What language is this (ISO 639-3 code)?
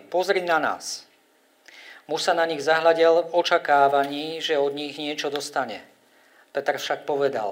slk